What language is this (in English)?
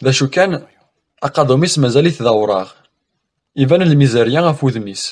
Kabyle